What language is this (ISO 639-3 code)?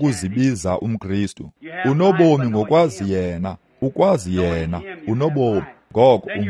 xho